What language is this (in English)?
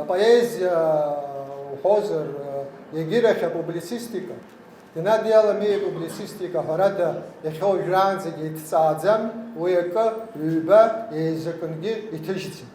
Abkhazian